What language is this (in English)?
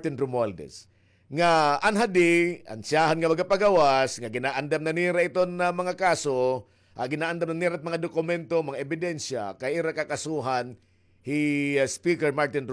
Waray